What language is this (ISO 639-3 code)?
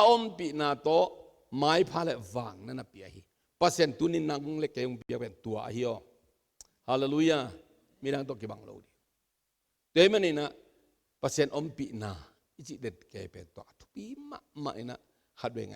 ctd